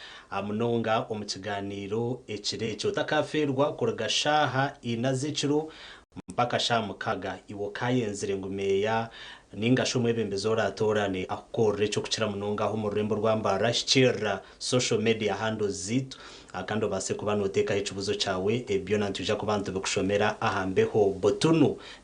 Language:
Nyankole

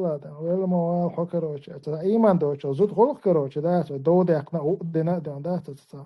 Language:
Chechen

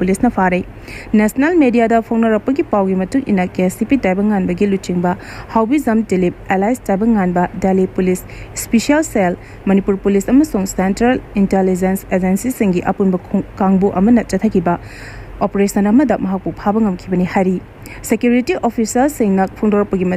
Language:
Manipuri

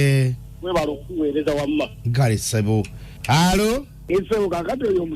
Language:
Ganda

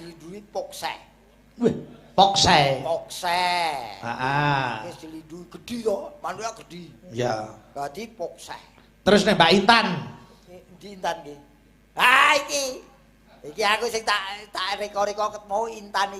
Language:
Javanese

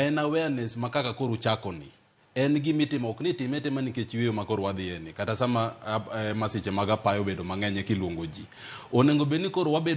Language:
Luo (Kenya and Tanzania)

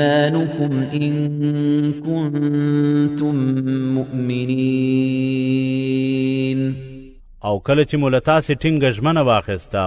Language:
Pashto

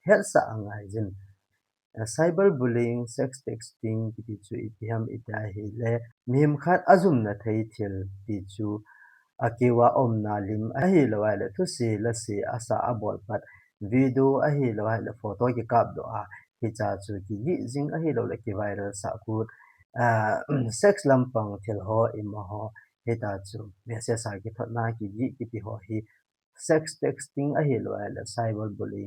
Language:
Thado Chin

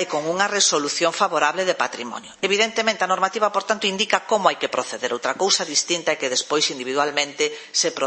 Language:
Galician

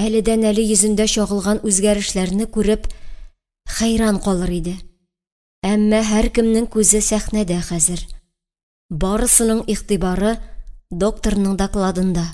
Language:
Tatar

